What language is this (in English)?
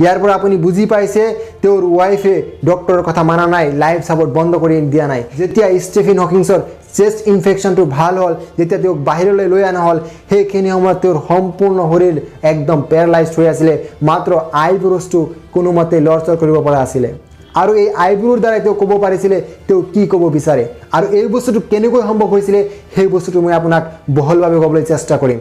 Assamese